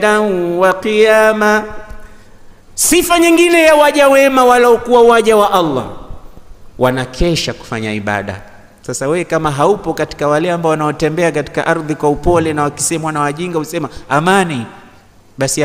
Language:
Swahili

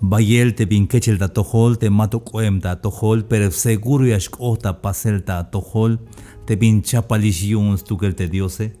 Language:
Tzeltal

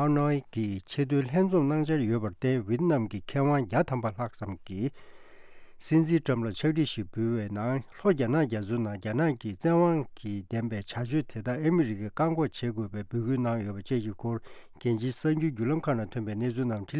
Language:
Tibetan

